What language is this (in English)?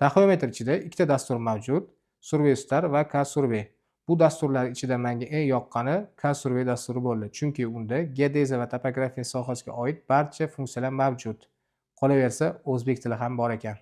Uzbek